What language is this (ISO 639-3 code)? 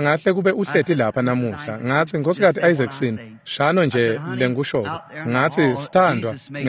ssw